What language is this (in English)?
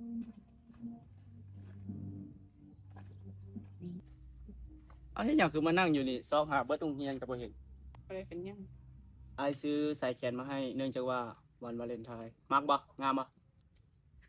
Lao